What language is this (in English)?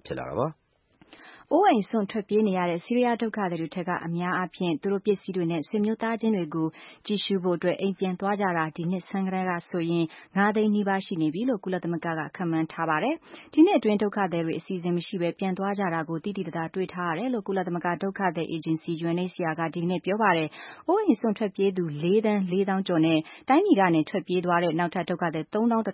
Burmese